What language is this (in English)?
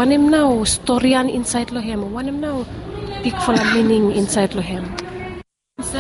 Bislama